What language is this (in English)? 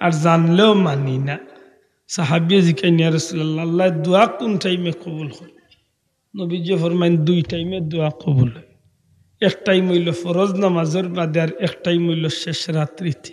Sylheti